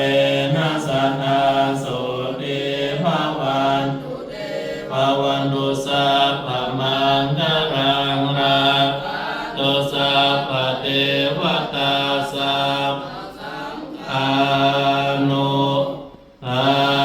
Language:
Pali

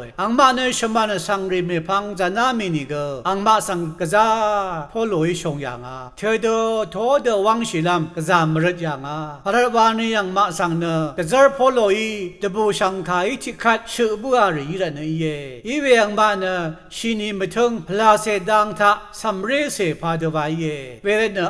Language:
Rawang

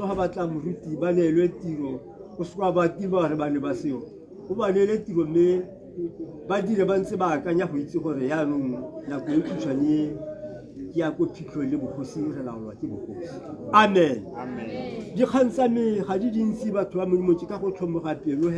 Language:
Tswana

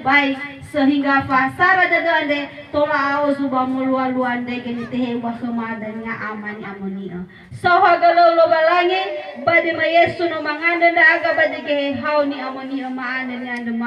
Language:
Nias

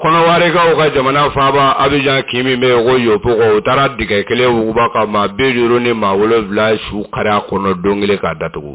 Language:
Bambara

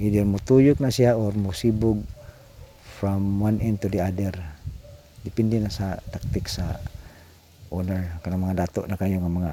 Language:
Cebuano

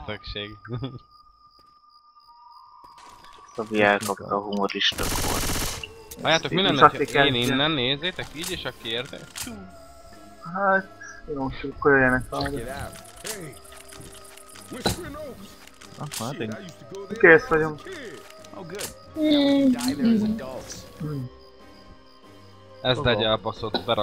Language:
Hungarian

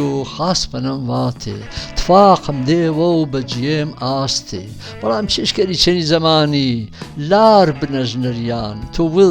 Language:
Gurani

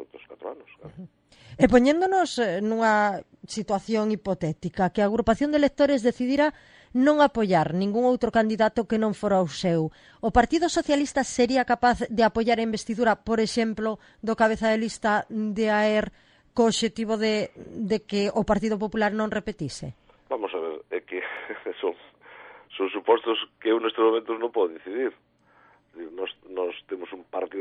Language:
Galician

